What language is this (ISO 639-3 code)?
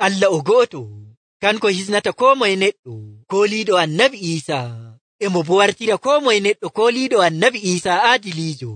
fuv